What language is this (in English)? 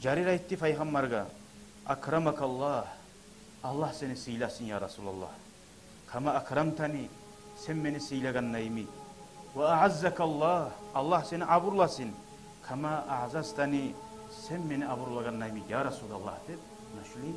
Kumyk